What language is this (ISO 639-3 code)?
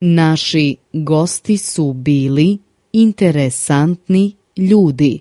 srp